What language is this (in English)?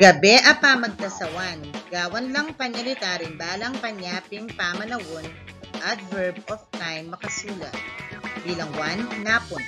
Pampanga